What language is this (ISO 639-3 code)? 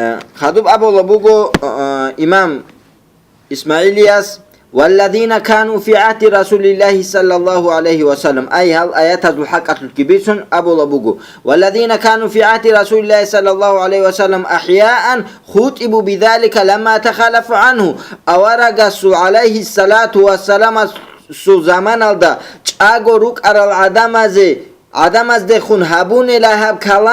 ava